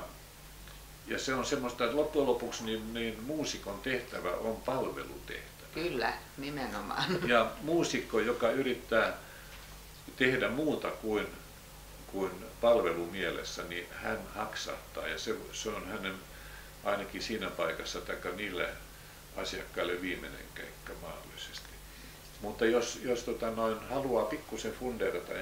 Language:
Finnish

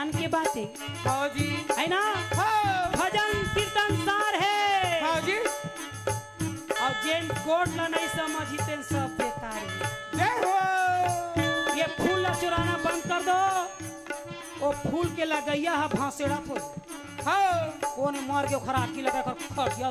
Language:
Chhattisgarhi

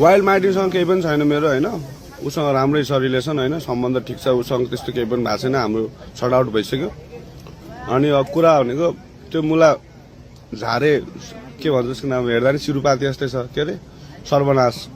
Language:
Nepali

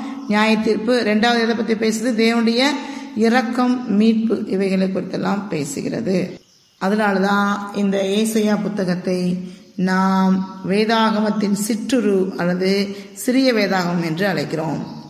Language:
Tamil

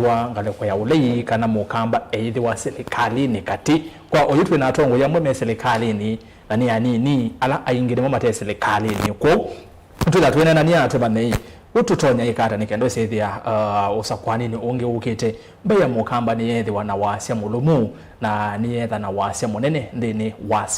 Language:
Kamba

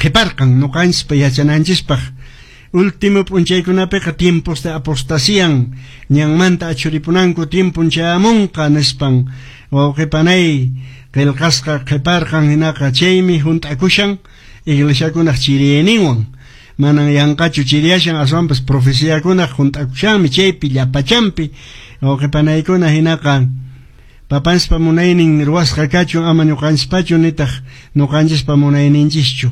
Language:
Quechua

